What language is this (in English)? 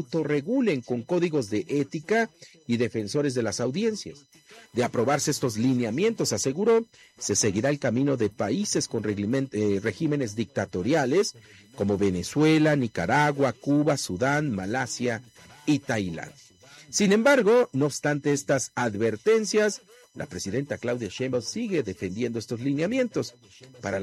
Spanish